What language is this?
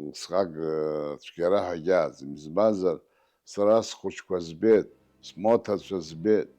Abkhazian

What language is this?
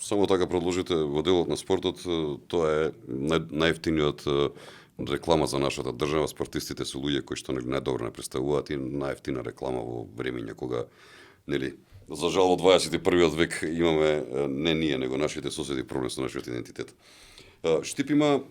Macedonian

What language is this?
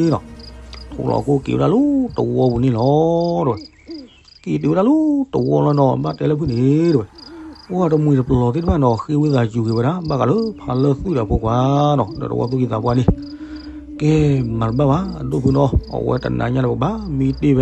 S'gaw Karen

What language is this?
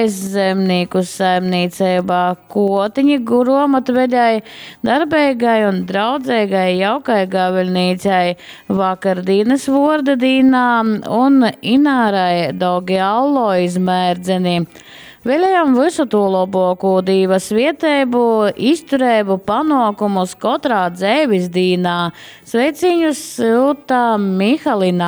Latgalian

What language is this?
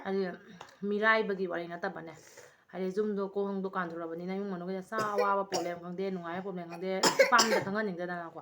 Manipuri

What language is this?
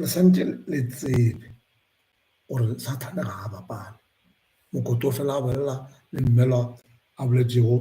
Northern Sotho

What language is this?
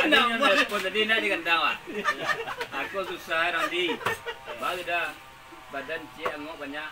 Minangkabau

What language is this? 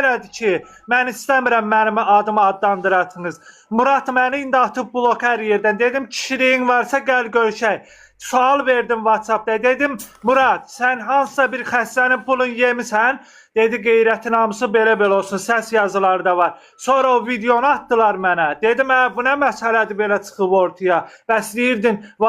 Azerbaijani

